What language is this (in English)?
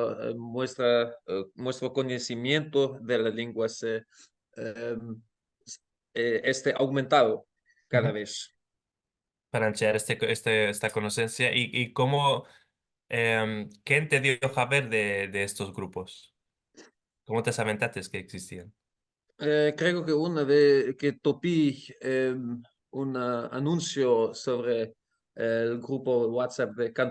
Ladino